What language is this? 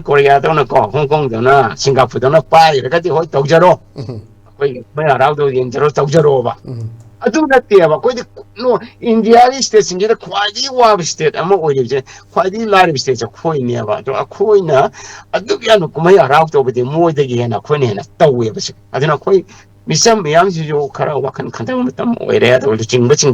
Manipuri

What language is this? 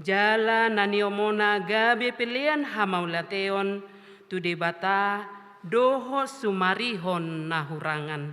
Batak Toba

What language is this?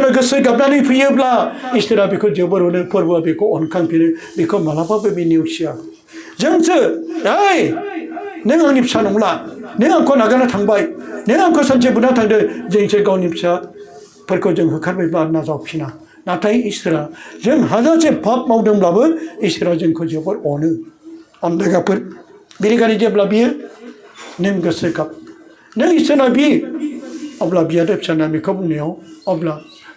Bodo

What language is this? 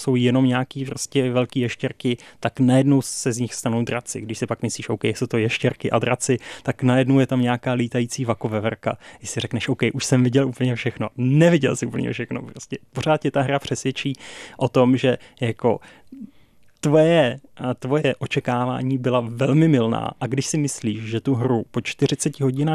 Czech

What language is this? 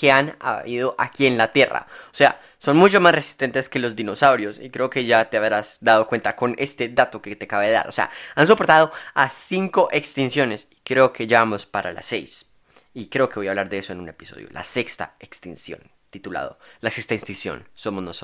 Spanish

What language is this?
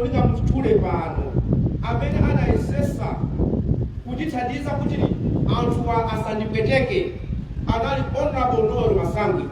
Nyanja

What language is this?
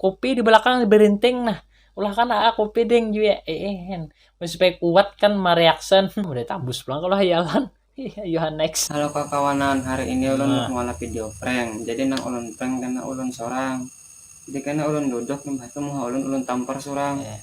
Banjar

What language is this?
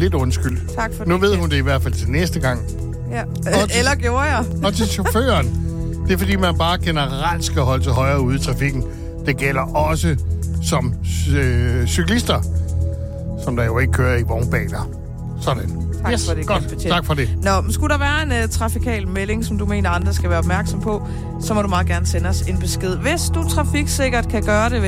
Danish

